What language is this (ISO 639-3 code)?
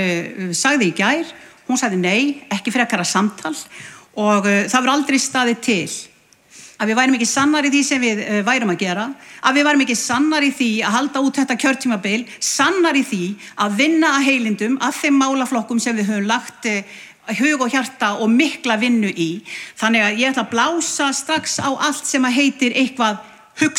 isl